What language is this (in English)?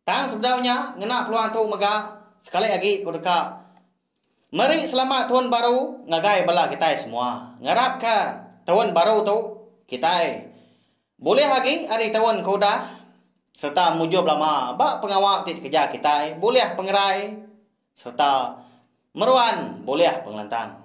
Iban